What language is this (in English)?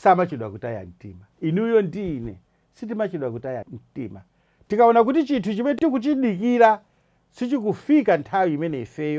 Nyanja